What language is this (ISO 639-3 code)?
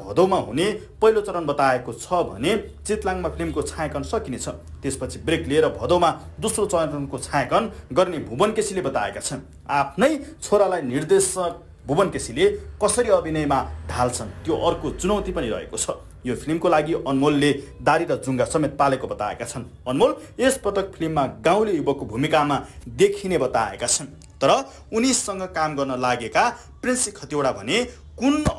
nep